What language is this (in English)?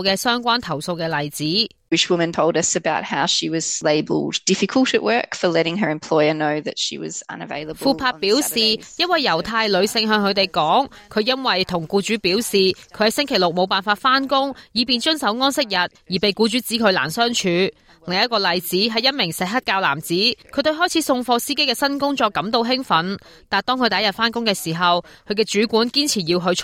Cantonese